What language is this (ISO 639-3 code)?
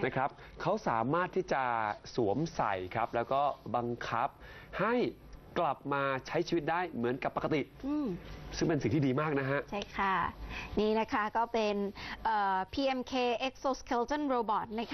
tha